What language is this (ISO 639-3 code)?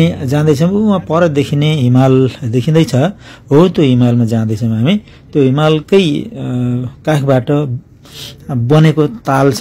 nep